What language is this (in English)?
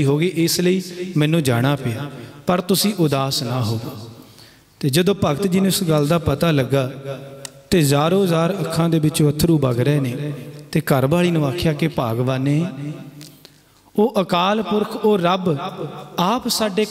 Punjabi